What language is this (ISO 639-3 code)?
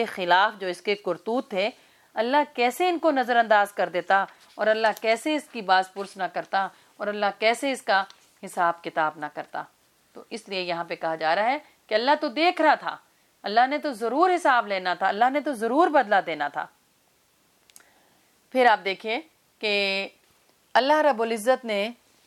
urd